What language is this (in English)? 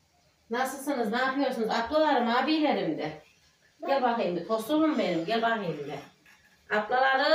Turkish